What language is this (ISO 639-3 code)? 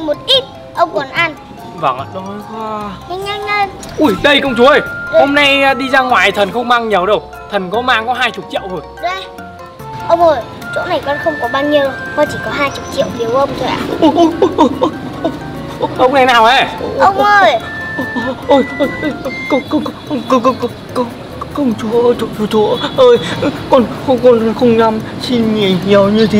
vie